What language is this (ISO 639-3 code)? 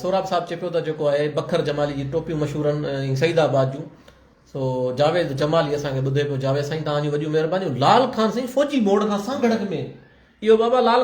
snd